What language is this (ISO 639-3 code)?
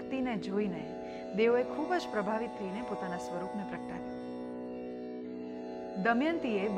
guj